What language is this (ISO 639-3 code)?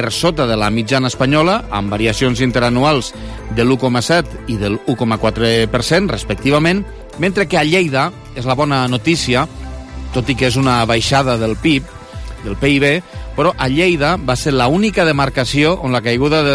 cat